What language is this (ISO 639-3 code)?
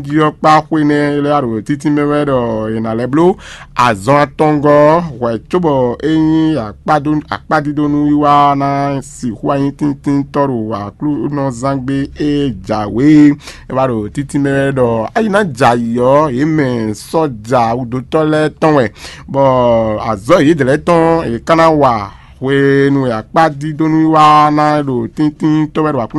fon